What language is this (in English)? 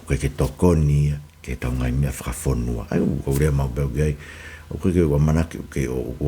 Tongan